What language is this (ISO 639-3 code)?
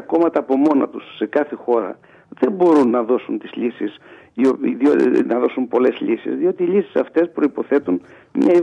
ell